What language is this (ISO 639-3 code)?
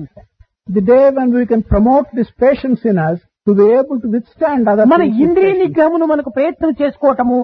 tel